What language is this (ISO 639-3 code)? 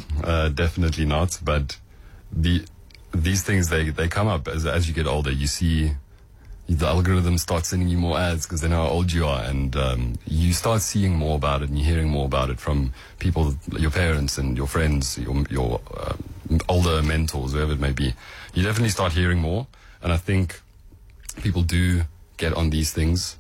eng